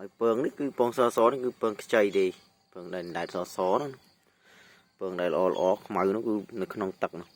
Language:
Khmer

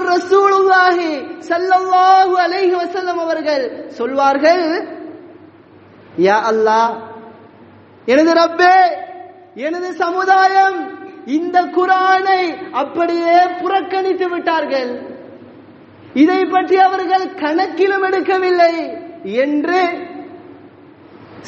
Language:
Tamil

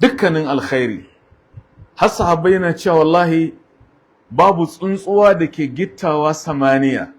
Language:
Hausa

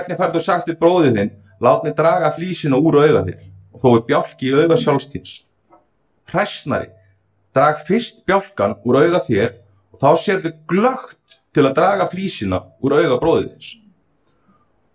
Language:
Icelandic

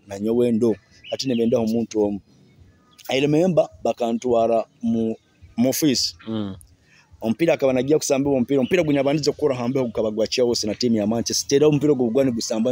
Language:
Nyoro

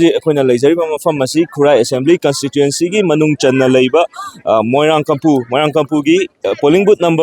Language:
Manipuri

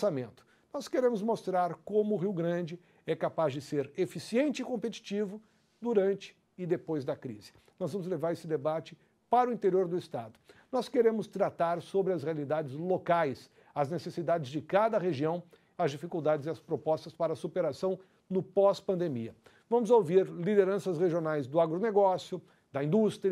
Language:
Portuguese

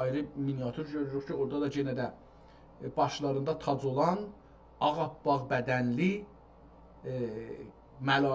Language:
South Azerbaijani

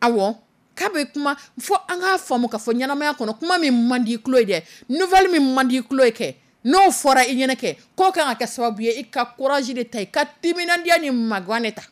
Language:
Dyula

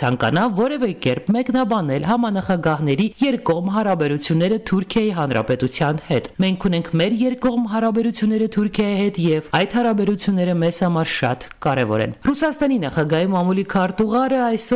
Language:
Armenian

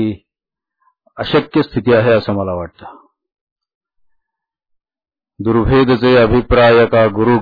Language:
Marathi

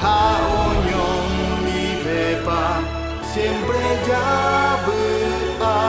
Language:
Guarani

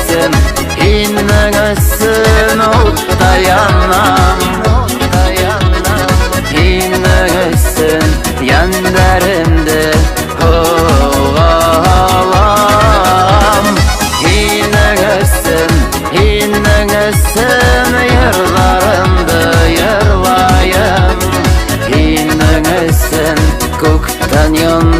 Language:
Bashkir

